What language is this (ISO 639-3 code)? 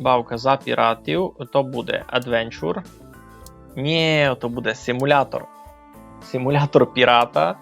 rue